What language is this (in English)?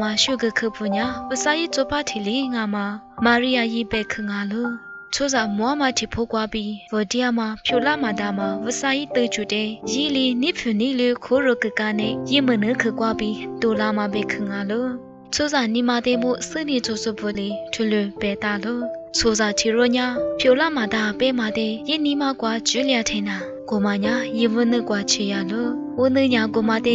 Lisu